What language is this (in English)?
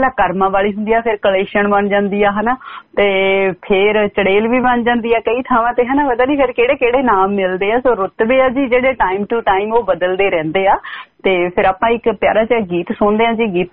Punjabi